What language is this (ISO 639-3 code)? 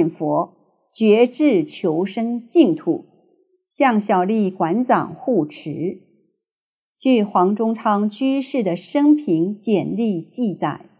zho